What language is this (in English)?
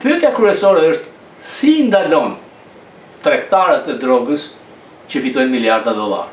Albanian